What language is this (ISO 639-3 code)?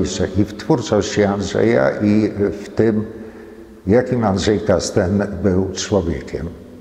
pol